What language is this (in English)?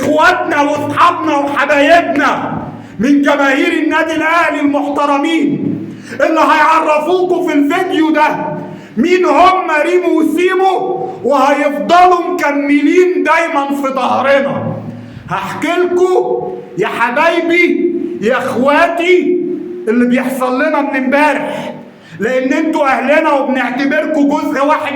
Egyptian Arabic